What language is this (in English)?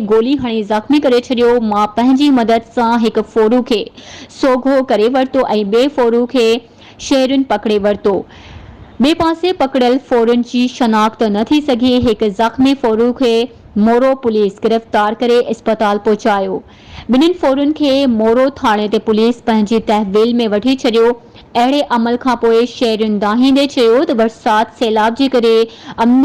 Sindhi